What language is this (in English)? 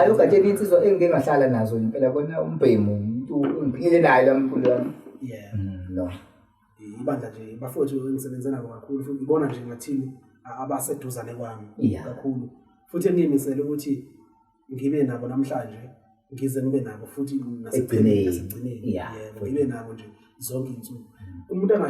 Zulu